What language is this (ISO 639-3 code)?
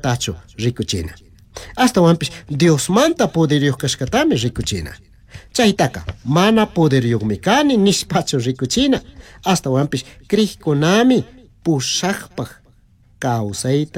qug